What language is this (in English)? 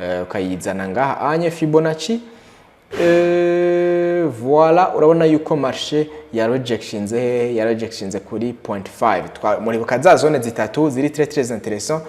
Rundi